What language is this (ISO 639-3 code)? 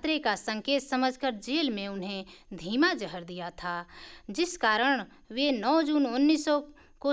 hin